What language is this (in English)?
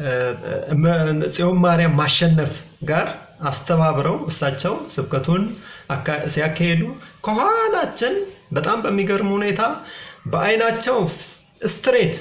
Amharic